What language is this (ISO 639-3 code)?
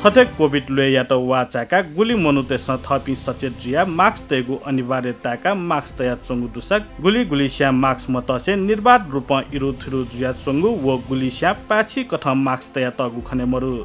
new